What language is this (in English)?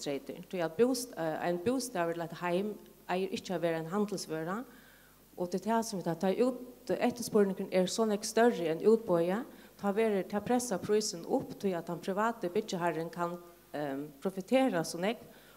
Faroese